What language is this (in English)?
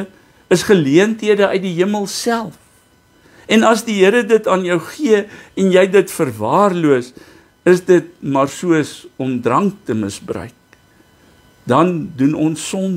Afrikaans